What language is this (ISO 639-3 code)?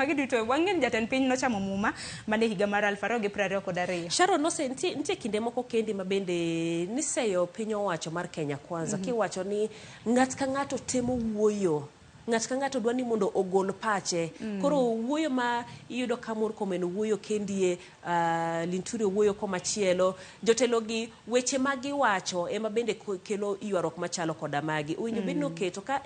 luo